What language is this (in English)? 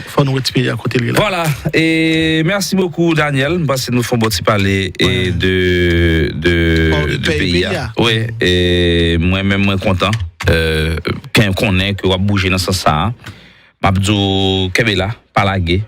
Haitian Creole